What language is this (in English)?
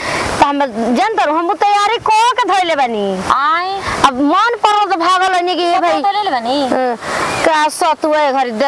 Bhojpuri